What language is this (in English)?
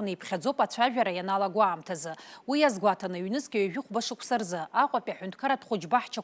Abkhazian